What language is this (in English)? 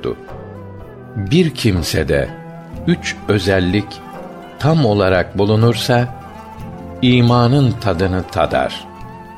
Turkish